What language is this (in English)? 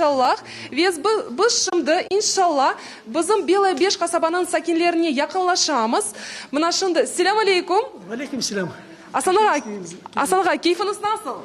Crimean Tatar